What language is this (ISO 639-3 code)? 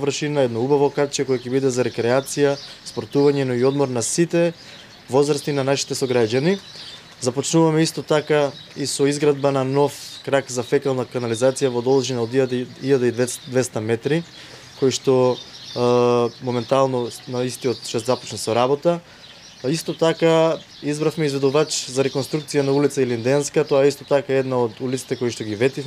mkd